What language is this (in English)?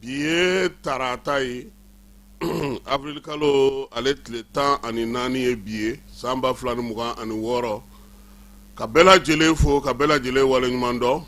Bambara